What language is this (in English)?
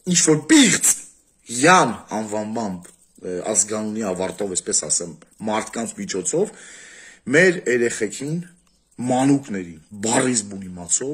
Armenian